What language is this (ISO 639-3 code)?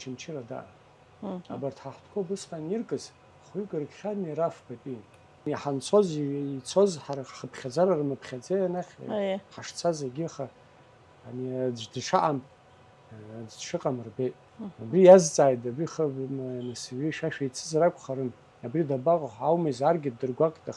abk